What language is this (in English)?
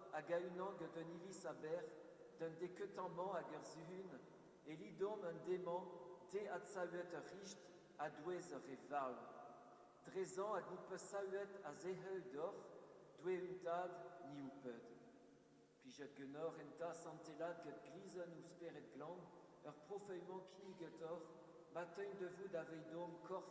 Breton